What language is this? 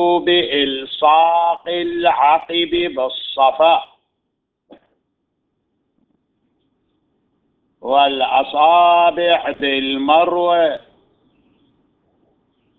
Arabic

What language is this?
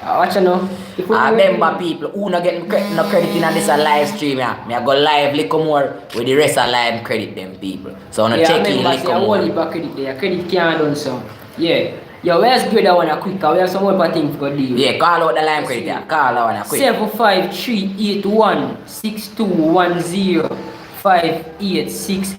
Jamaican Creole English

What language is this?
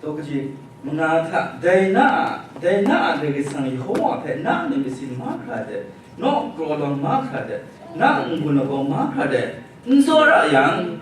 Kachin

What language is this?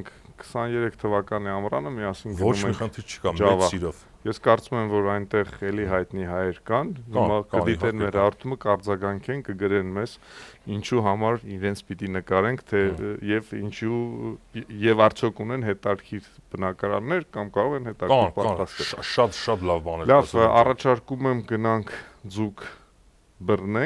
Armenian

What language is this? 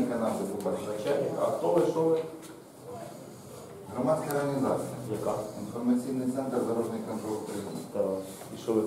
Ukrainian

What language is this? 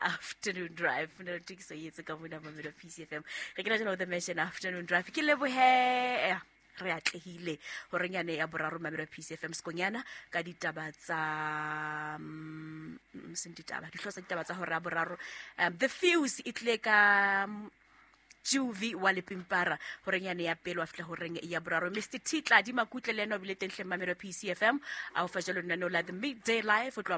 Southern Sotho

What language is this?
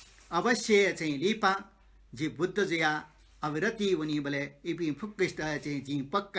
Newari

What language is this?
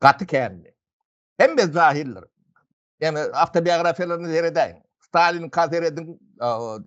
Turkmen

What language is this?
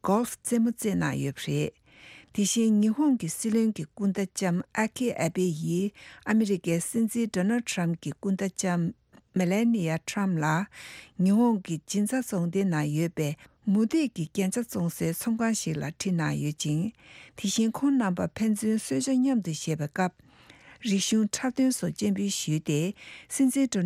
Tibetan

